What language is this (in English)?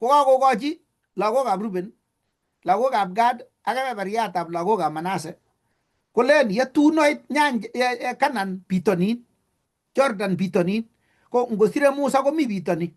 Kalenjin